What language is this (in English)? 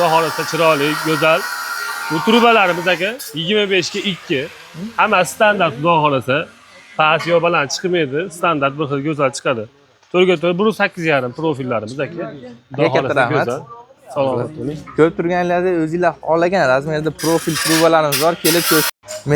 Uzbek